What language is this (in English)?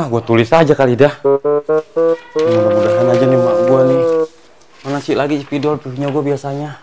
Betawi